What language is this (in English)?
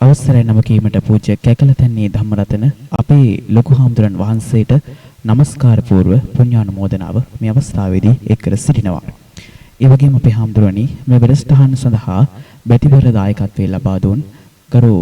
Sinhala